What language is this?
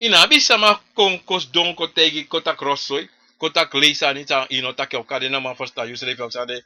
Sranan Tongo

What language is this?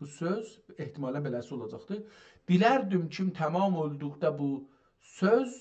South Azerbaijani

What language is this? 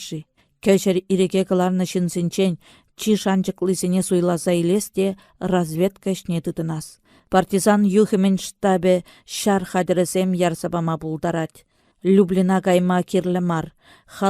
Chuvash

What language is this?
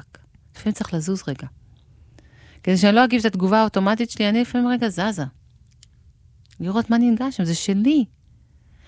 Hebrew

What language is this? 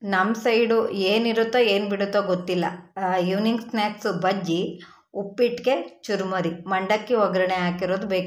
Kannada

